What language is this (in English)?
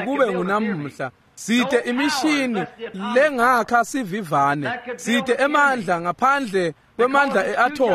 Swati